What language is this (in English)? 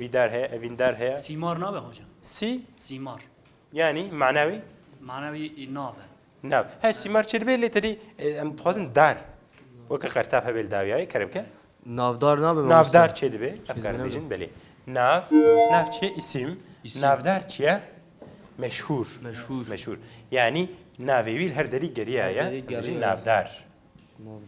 Kurdish